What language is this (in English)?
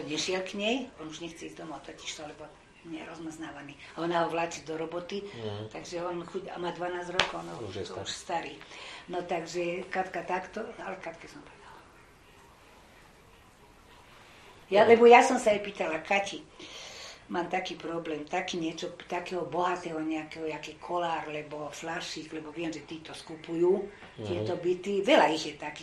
Slovak